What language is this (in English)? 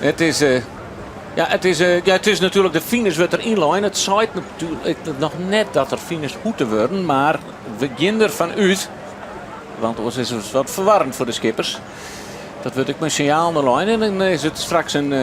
Western Frisian